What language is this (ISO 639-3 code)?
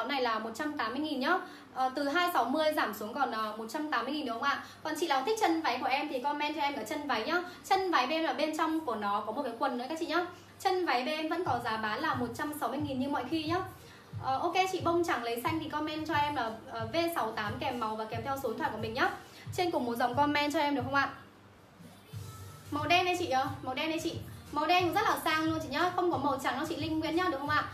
vie